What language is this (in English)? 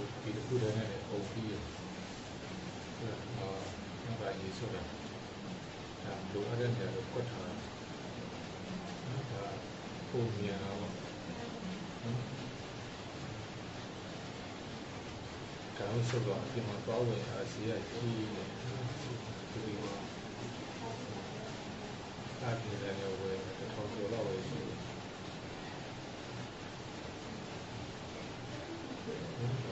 Burmese